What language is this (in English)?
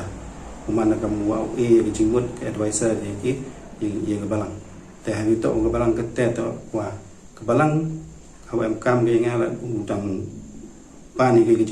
Pnar